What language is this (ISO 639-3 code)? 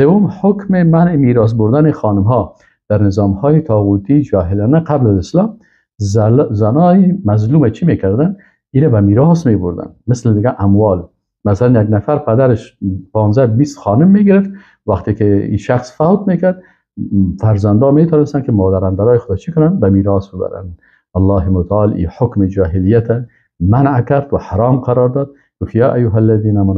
fas